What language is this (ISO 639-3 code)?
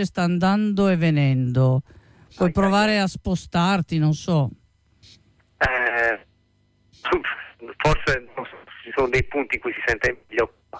ita